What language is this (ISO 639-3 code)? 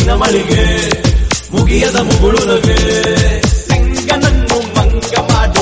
kan